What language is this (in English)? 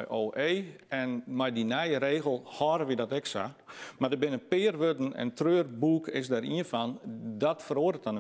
Western Frisian